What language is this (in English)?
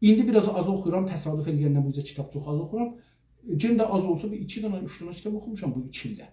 South Azerbaijani